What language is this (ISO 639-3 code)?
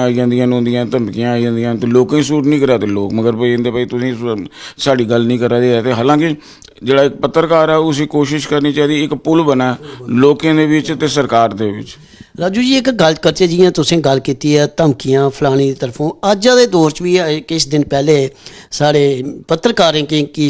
doi